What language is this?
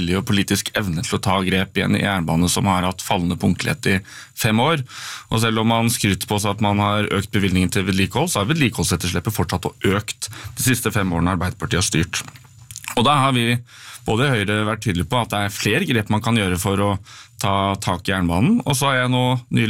Norwegian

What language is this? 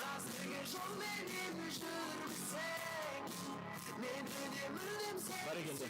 Kara-Kalpak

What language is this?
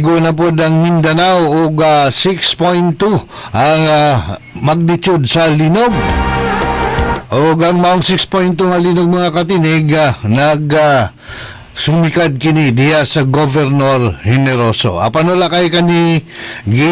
Cebuano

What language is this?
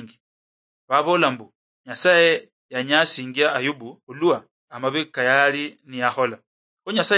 Luyia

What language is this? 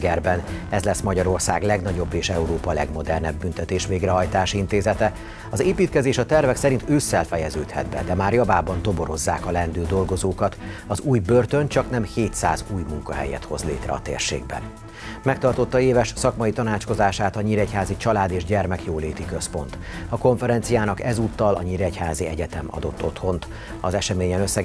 Hungarian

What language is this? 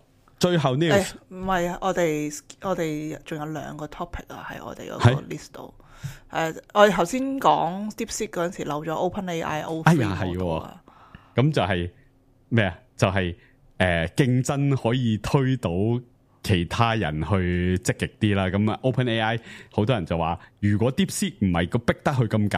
Cantonese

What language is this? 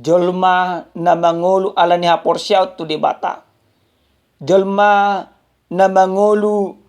Batak Toba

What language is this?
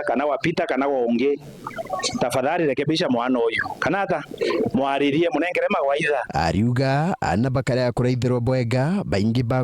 Meru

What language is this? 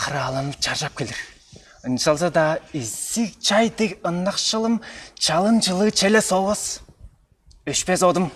Tuvinian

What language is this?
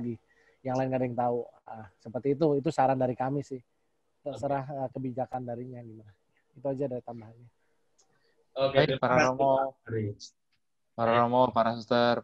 Indonesian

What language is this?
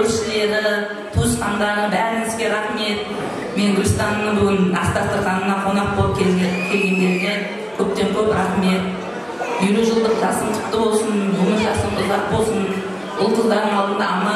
Kara-Kalpak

